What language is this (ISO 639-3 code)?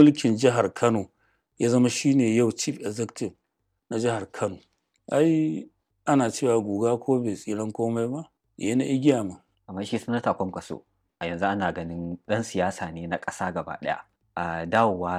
hau